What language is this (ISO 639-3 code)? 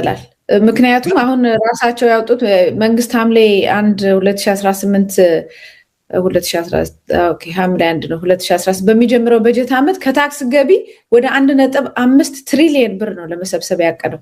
amh